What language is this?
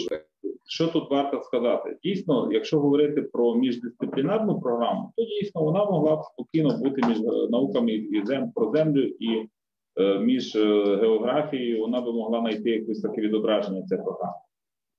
Ukrainian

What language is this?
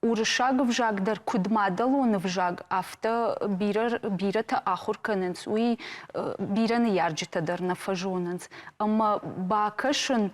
Ossetic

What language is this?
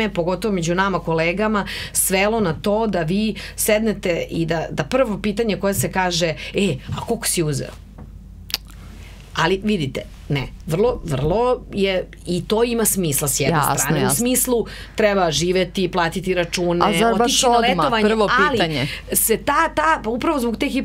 Serbian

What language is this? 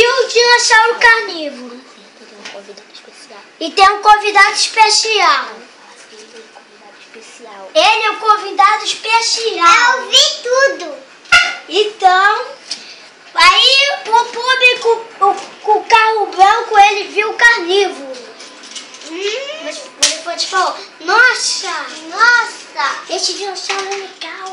Portuguese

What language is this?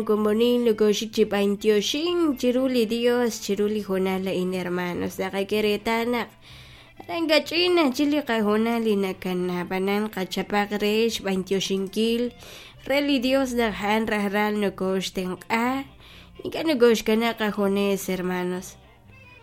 Kekchí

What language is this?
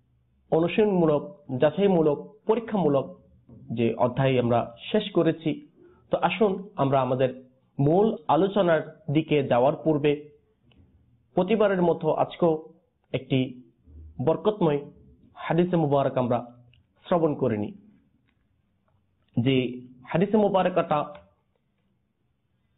Bangla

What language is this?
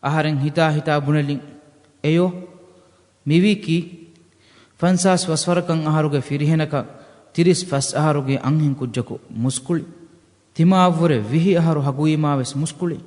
Divehi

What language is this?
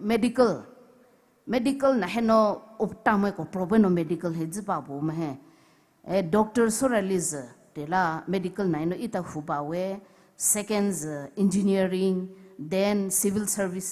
Poumei Naga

